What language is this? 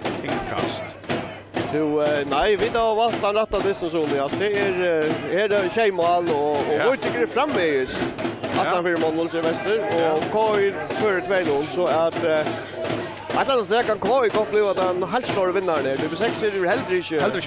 Faroese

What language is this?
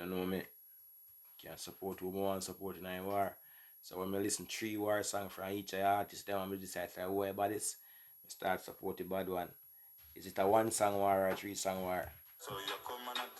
Jamaican Creole English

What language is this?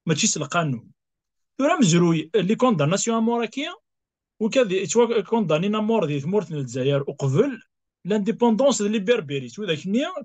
Kabyle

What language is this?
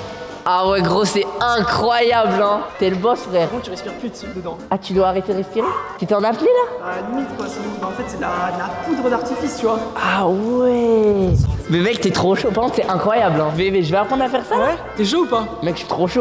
French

